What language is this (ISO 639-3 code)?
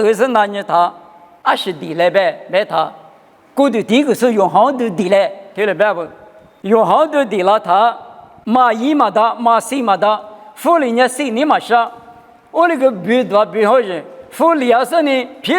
lis